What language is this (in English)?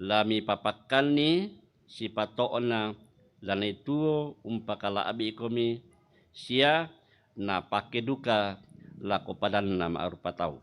Toraja-Sa'dan